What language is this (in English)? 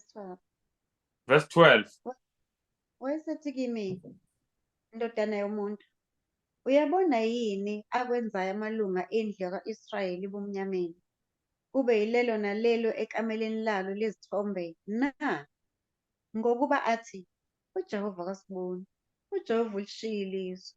Zulu